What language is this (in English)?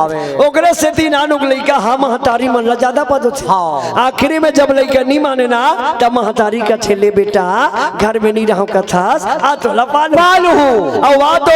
Chhattisgarhi